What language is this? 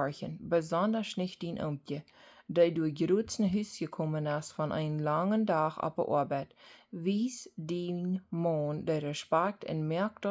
Plautdietsch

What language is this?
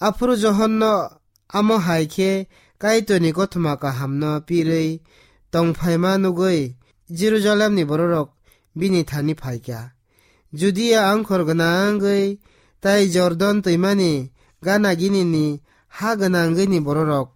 Kok Borok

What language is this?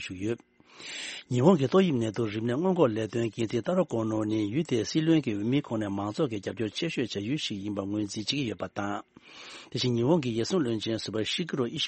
Tibetan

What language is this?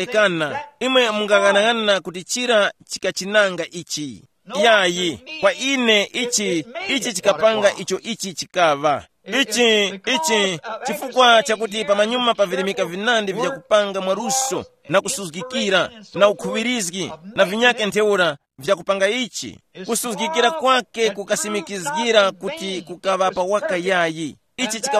Tumbuka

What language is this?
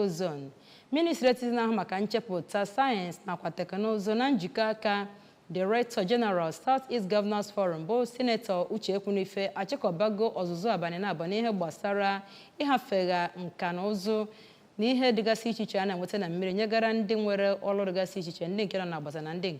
Igbo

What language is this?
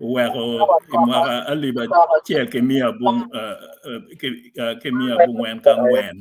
Acoli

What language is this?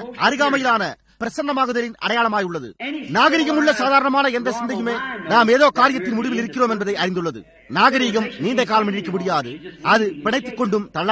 Tamil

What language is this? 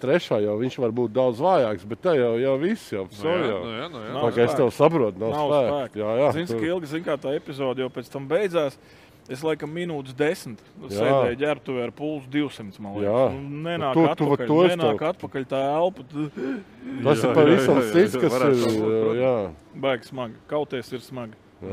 Latvian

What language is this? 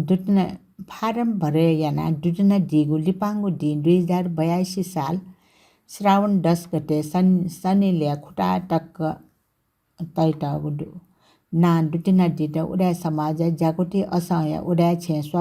Newari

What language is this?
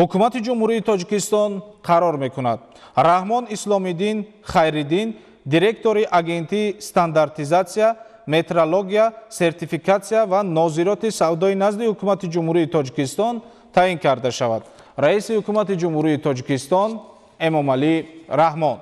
Tajik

